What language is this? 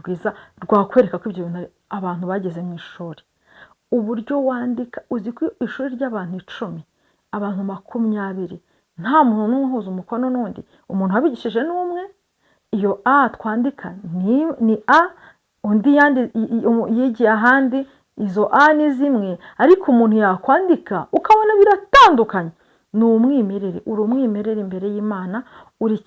Kinyarwanda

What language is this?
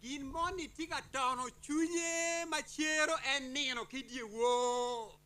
Acoli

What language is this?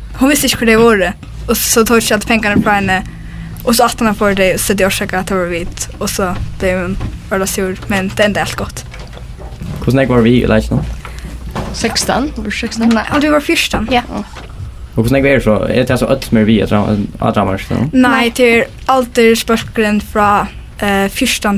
Faroese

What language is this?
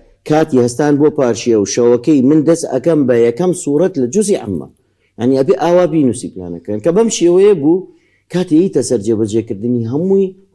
Central Kurdish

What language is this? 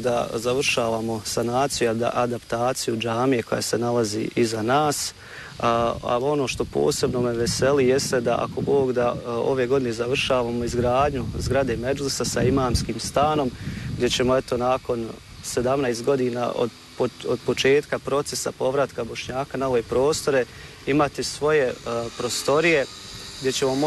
Bosnian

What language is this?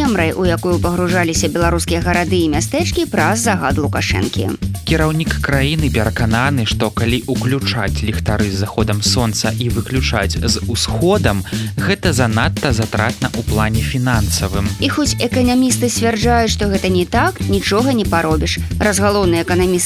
Belarusian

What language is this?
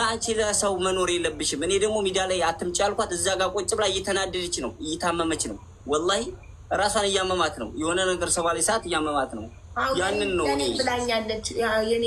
Amharic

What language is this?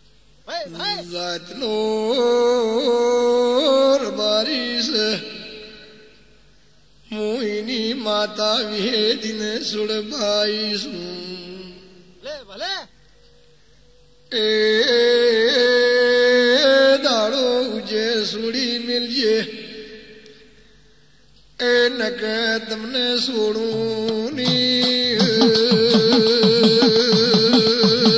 Gujarati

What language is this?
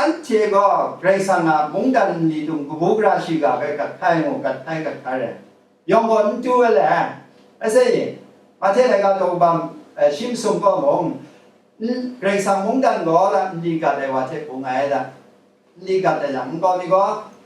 Kachin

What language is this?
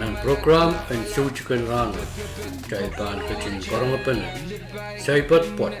Pohnpeian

